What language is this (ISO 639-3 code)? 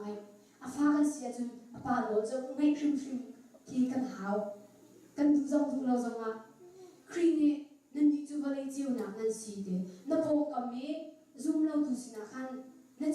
cnh